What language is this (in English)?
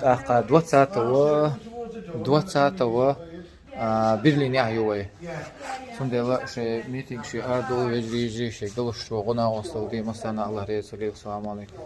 Chechen